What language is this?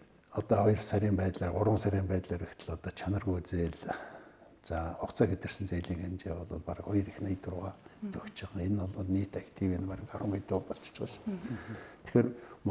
Mongolian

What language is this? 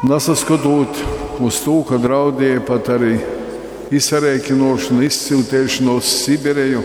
Latgalian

